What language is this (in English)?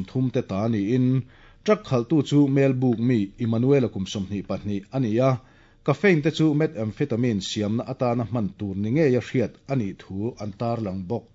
Mizo